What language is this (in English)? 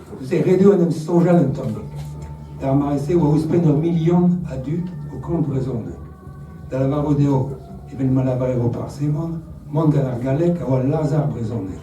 Breton